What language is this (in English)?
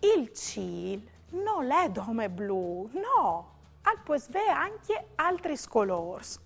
Friulian